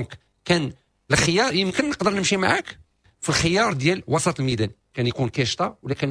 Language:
Moroccan Arabic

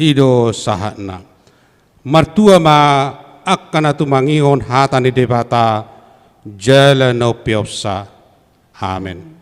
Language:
Batak Toba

